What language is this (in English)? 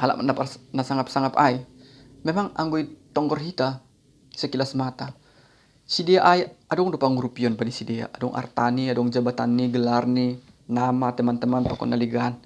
Batak Simalungun